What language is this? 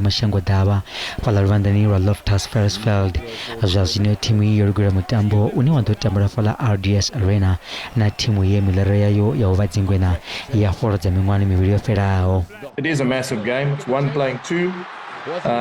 Venda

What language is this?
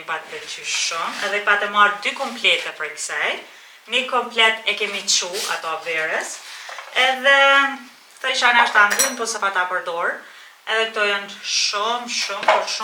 Albanian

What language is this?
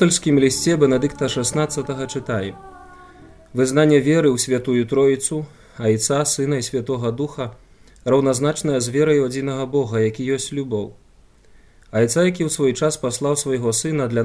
Belarusian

